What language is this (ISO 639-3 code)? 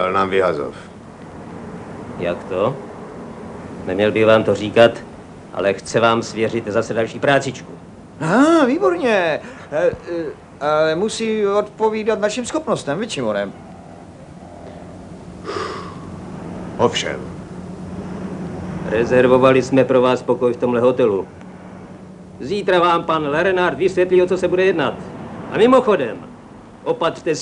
ces